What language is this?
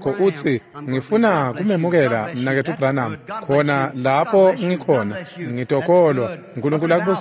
Swati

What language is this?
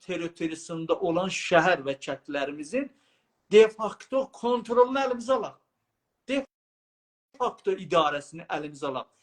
South Azerbaijani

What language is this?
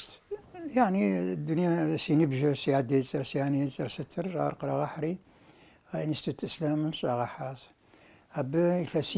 Kabardian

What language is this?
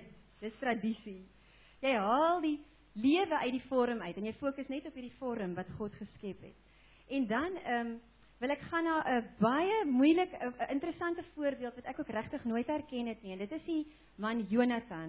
Afrikaans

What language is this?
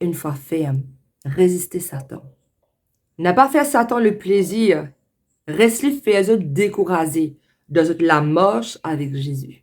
Morisyen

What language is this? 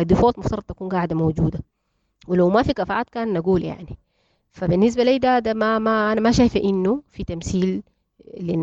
Sudanese Arabic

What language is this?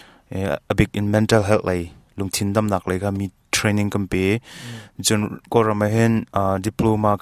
Hakha Chin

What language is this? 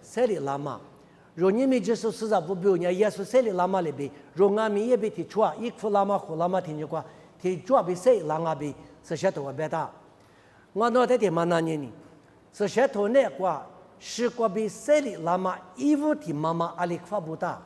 Lisu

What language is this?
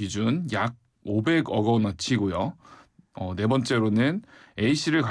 Korean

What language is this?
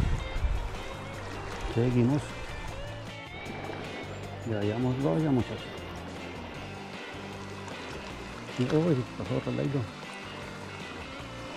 Spanish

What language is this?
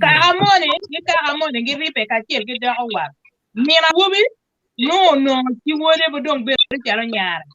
Acoli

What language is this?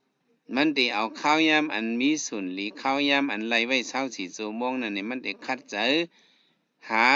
Shan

